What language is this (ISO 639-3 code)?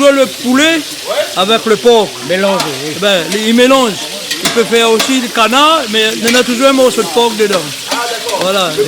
rcf